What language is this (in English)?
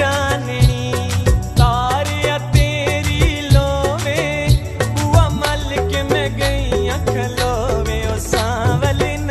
Pahari-Potwari